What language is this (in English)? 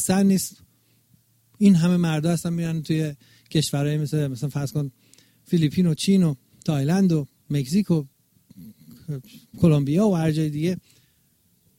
Persian